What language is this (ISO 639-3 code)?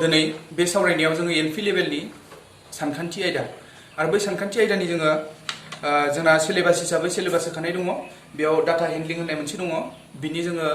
brx